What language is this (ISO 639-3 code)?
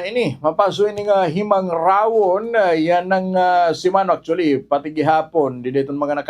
war